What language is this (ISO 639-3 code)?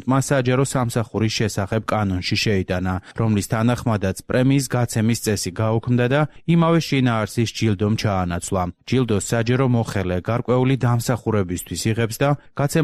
kat